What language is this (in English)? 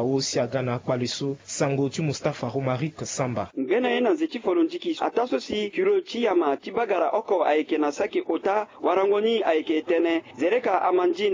Sango